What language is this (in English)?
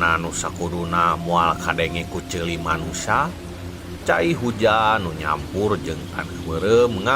Sundanese